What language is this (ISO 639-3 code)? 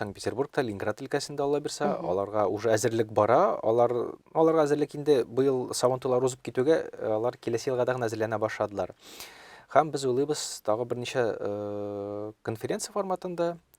tat